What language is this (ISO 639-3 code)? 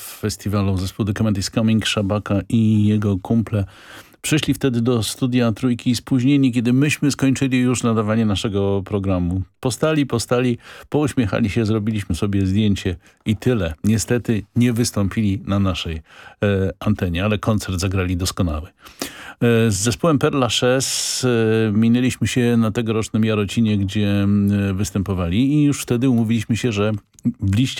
pol